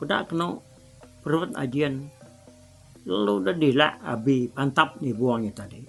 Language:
Iban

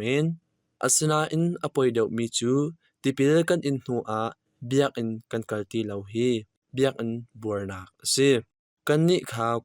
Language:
Hakha Chin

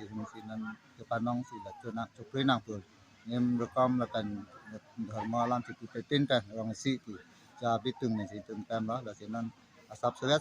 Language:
Karbi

